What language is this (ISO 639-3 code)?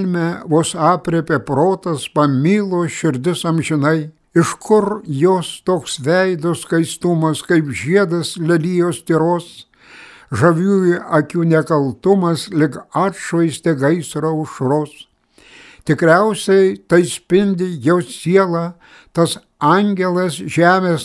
lit